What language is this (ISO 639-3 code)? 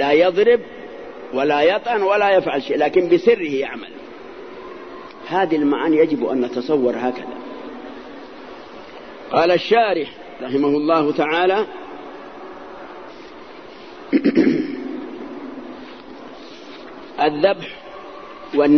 ara